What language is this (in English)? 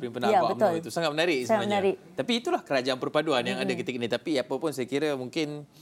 Malay